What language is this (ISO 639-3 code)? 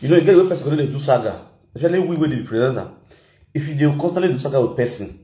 pcm